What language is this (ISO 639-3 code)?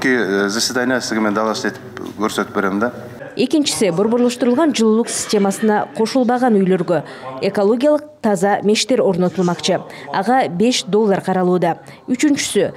kir